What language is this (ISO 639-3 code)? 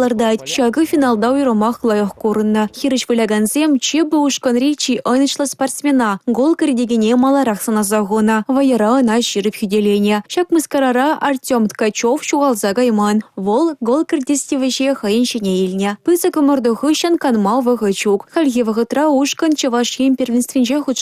chv